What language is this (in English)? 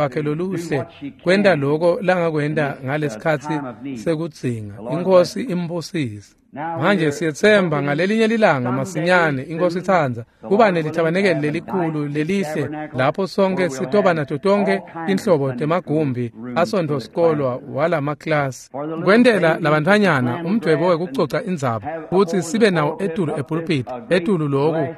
Swati